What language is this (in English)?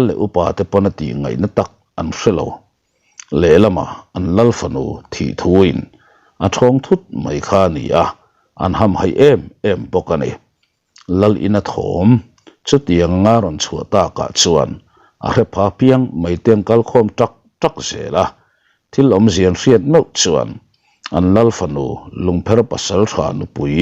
Mizo